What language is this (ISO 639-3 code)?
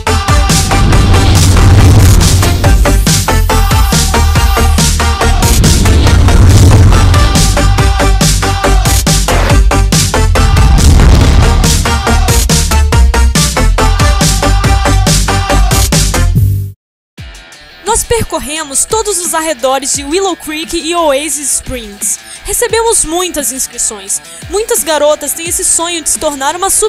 por